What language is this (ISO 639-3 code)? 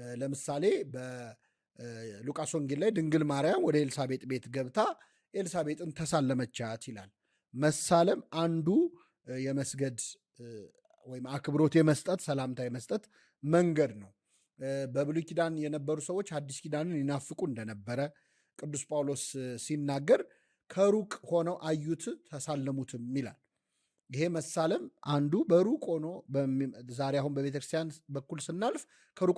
amh